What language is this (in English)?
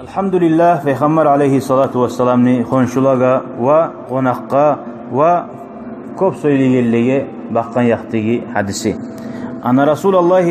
Kumyk